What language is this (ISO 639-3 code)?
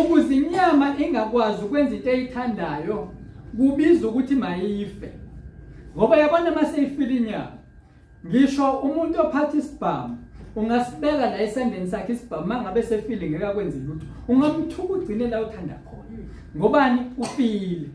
zul